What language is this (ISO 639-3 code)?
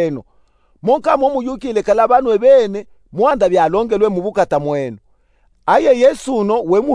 lub